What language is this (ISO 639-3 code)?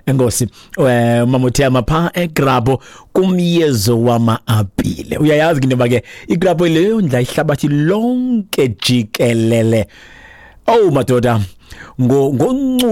xho